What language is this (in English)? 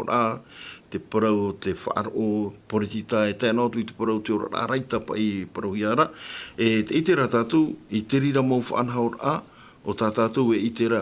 Tahitian